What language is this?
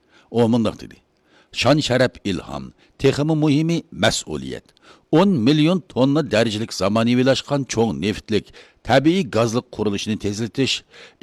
Uyghur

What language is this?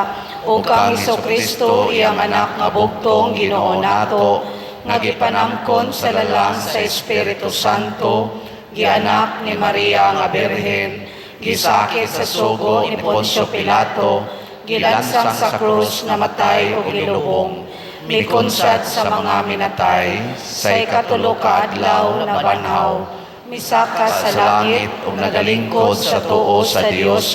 Cebuano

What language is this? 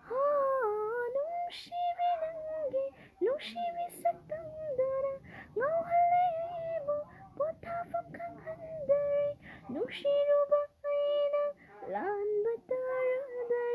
Manipuri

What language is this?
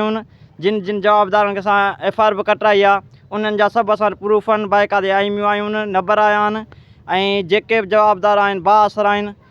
Sindhi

